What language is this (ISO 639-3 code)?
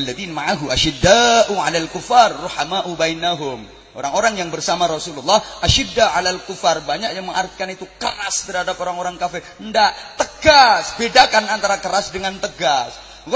jav